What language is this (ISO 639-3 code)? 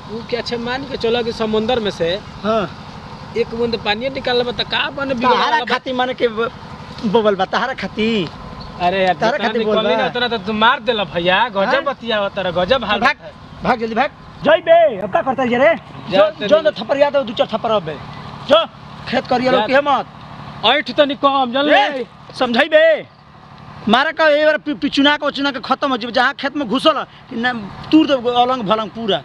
bho